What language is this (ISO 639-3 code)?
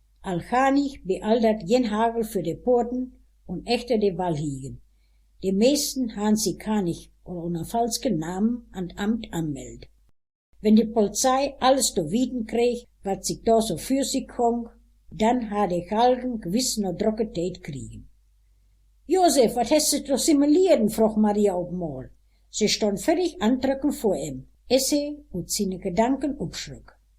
wep